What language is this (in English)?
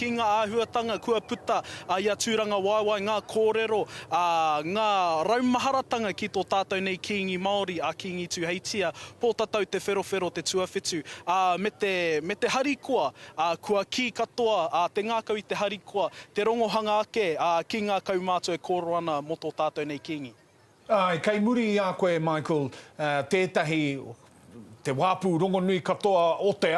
Māori